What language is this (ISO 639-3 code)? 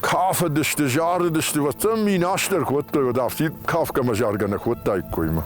oss